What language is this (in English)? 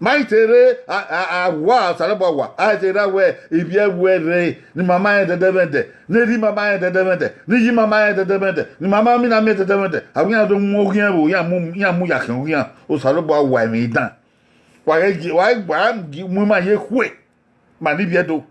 Bini